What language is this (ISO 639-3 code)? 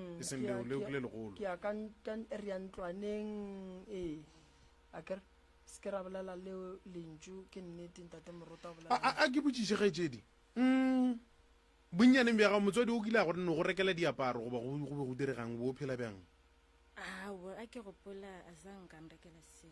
nso